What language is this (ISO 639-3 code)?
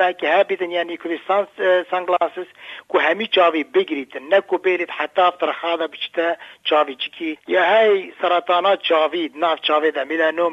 kur